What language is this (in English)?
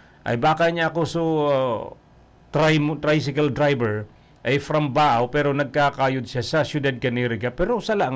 Bikol